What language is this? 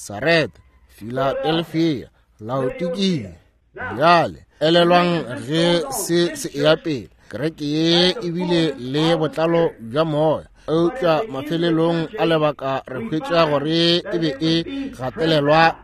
Northern Sotho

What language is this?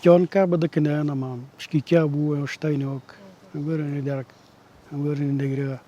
Atikamekw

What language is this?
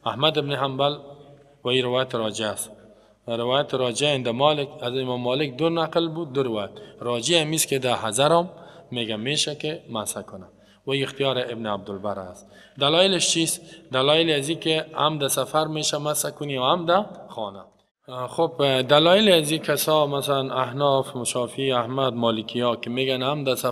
Persian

